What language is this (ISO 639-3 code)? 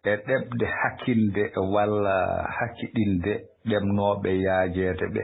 ful